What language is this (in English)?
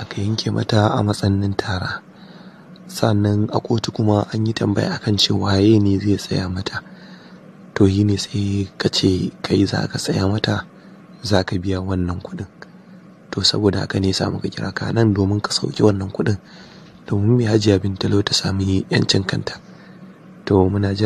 Hausa